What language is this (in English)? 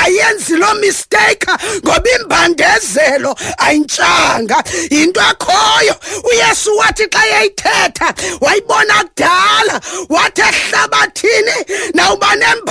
Xhosa